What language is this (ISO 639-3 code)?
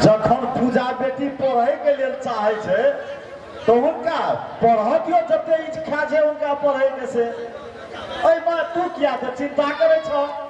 mai